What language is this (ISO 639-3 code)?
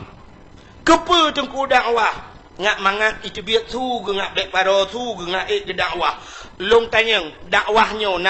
ace